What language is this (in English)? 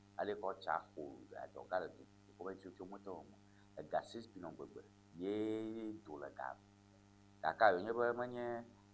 Ewe